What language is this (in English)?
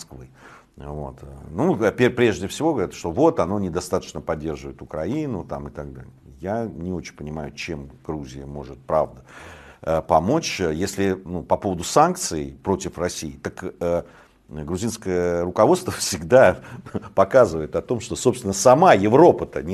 Russian